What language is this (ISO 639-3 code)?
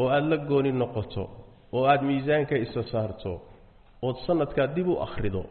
som